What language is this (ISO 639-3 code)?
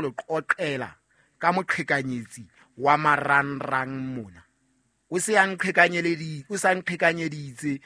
sot